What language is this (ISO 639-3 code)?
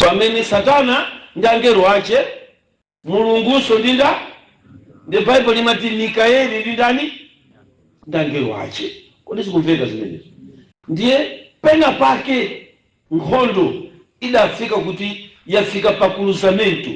nya